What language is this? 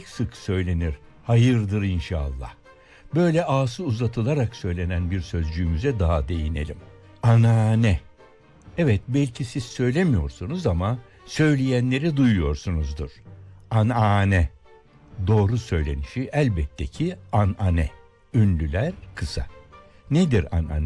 Turkish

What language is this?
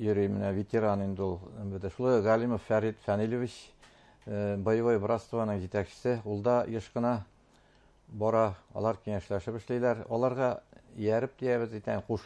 Bashkir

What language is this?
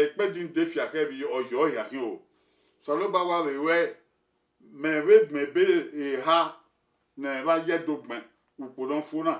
Bini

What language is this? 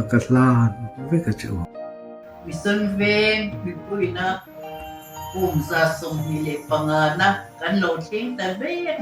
Mizo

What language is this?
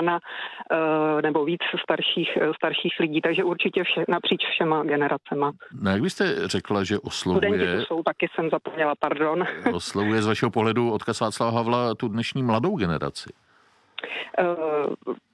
Czech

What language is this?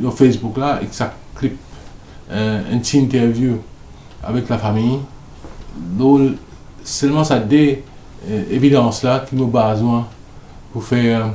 Morisyen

